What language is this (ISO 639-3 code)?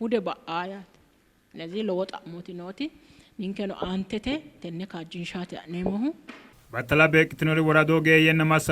sid